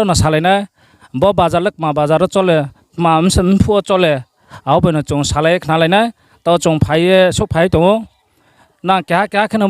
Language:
Riang (India)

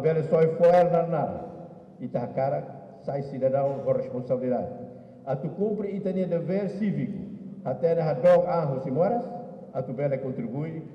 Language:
Tetum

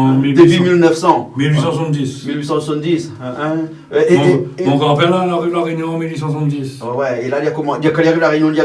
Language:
Réunion Creole French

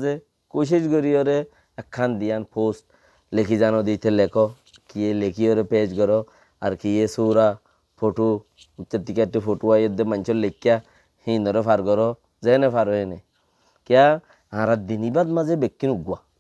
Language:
Rohingya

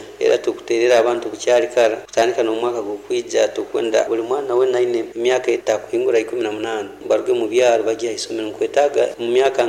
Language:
Nyoro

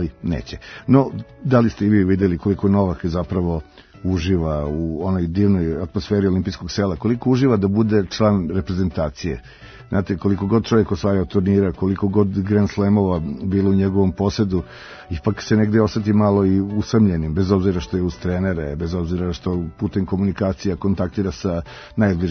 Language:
Serbian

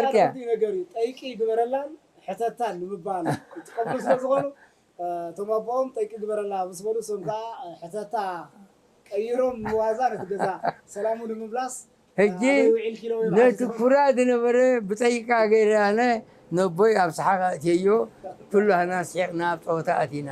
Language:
Tigrinya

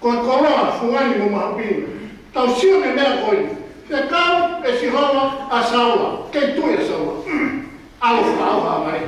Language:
Tongan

